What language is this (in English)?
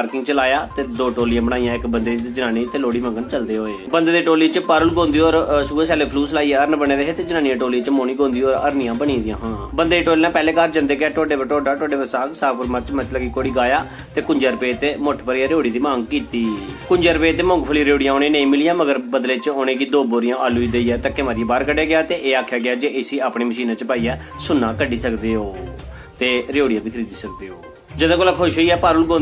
Dogri